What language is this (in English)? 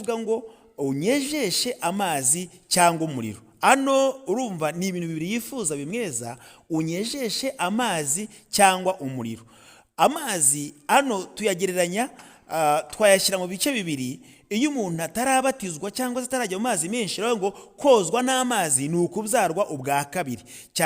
Kinyarwanda